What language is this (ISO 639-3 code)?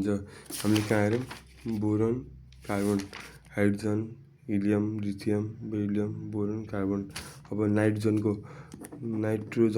nep